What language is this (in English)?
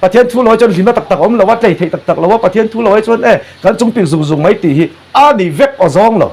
Mizo